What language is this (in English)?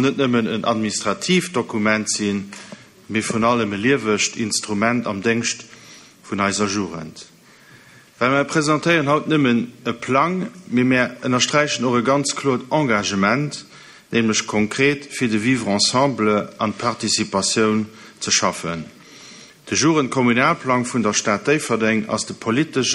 Luxembourgish